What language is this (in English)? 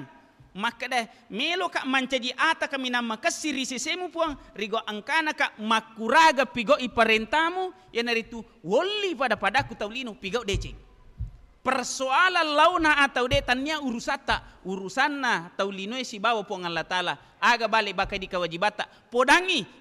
Buginese